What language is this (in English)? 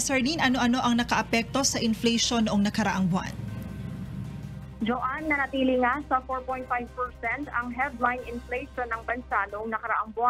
Filipino